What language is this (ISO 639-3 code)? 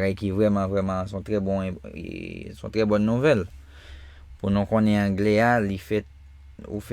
hat